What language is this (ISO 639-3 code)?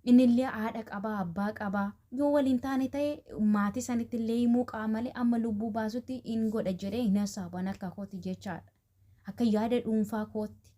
orm